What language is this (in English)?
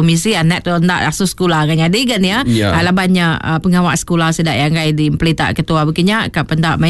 Iban